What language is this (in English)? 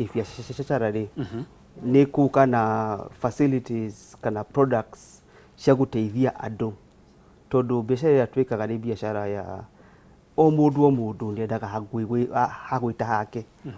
Kikuyu